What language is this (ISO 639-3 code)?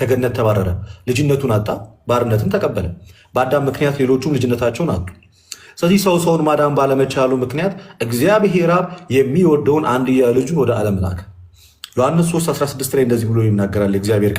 amh